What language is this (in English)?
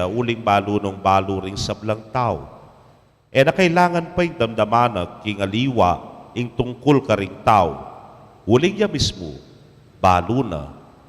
Pampanga